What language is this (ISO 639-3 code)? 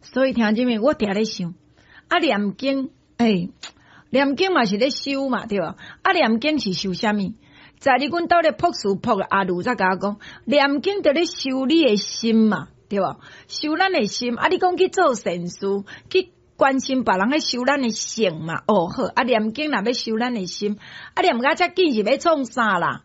nan